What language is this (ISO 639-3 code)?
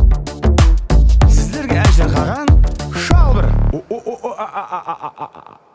kaz